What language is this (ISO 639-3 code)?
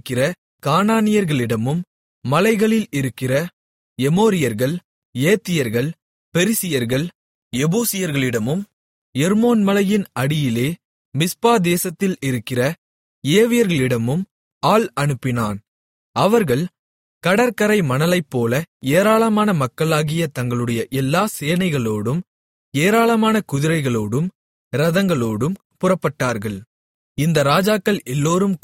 tam